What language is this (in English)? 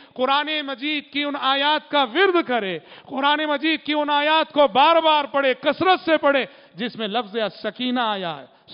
Urdu